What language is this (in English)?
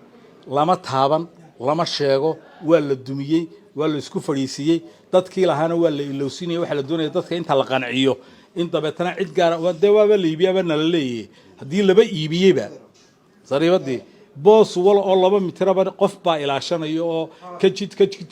Somali